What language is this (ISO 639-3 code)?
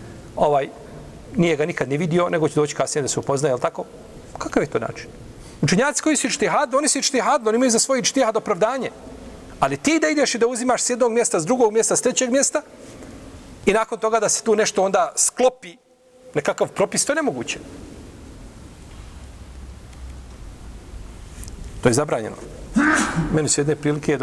bos